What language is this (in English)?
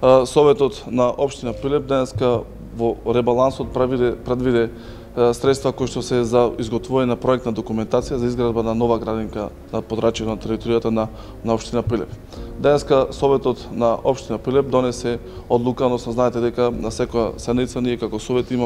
Macedonian